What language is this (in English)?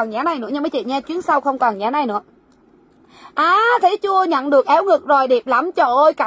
Vietnamese